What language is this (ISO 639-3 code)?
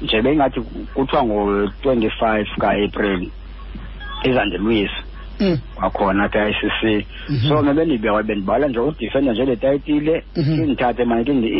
xho